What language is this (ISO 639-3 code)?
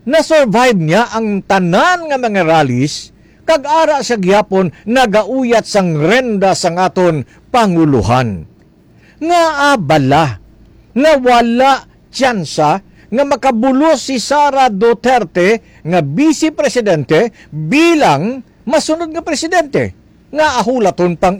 hil